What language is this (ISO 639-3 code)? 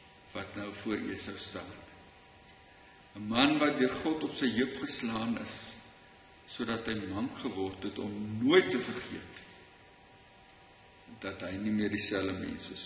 afr